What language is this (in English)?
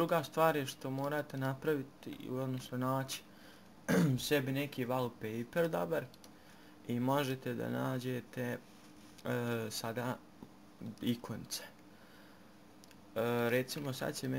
Bosnian